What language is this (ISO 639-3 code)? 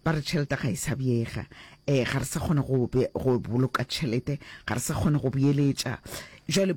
nso